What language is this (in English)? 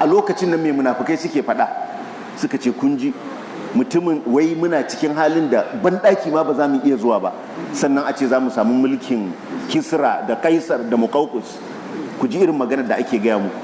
Hausa